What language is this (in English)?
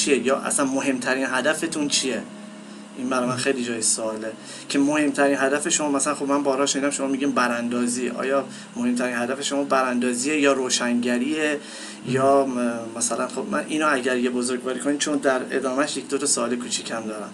Persian